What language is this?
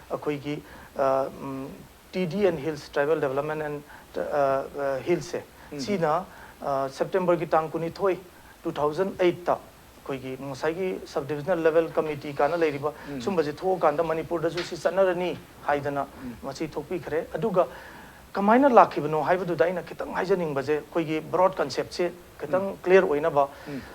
Manipuri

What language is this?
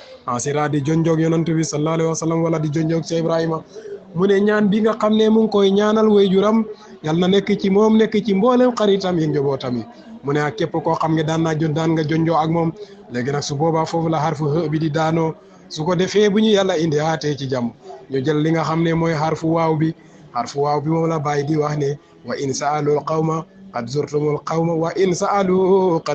Wolof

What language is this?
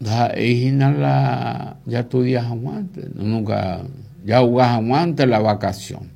Guarani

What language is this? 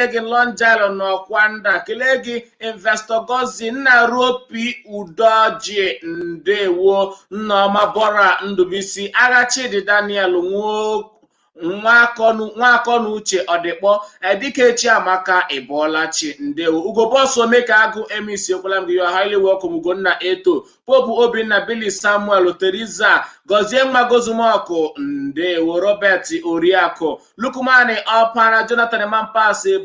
Igbo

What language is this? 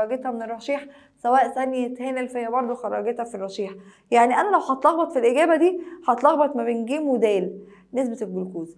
Egyptian Arabic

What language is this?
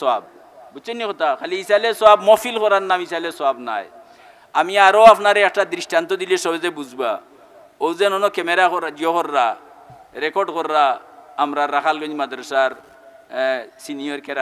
Sylheti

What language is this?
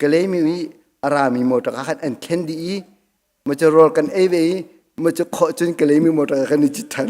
Hakha Chin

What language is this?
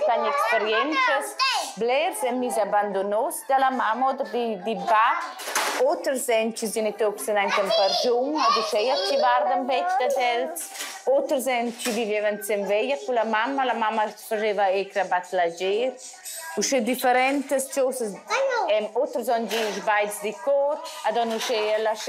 Romansh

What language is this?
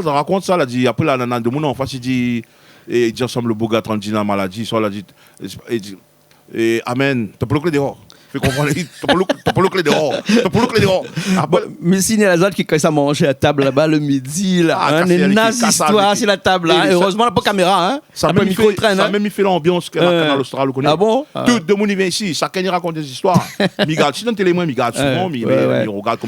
Réunion Creole French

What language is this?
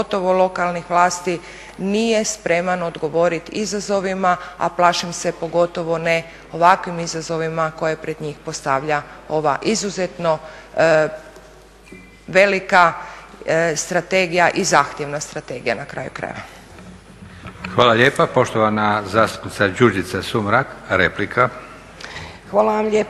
Croatian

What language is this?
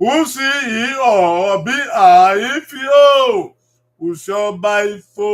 Bini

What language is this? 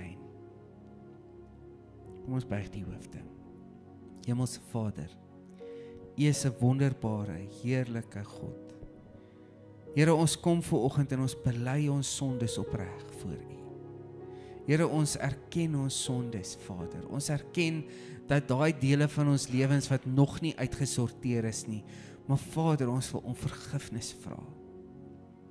Afrikaans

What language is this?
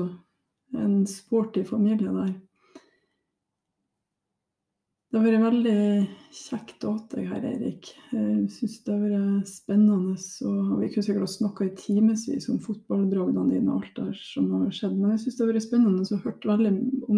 Norwegian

